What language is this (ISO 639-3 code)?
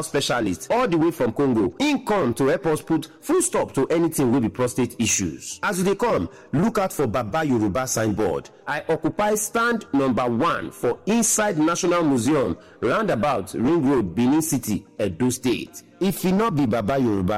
pcm